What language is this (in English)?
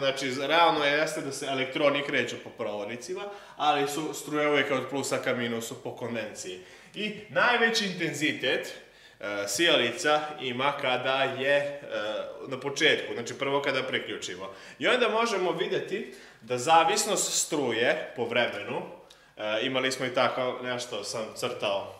Serbian